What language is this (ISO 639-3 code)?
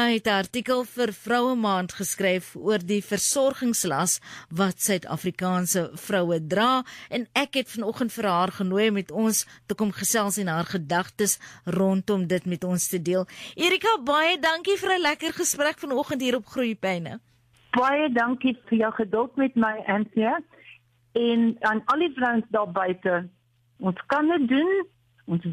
afr